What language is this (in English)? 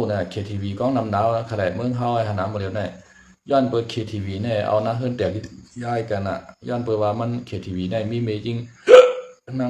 Shan